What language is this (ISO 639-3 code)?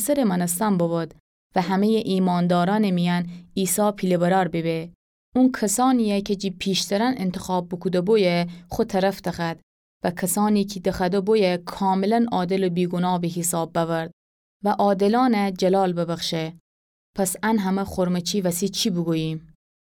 glk